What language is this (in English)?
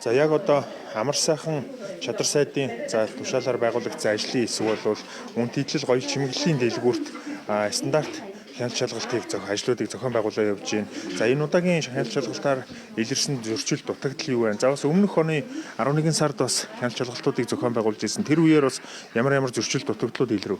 Mongolian